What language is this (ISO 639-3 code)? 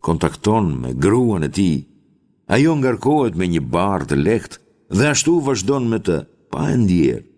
sqi